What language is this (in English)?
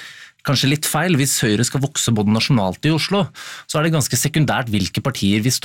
Norwegian